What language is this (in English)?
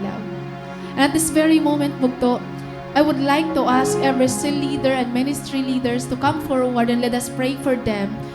Waray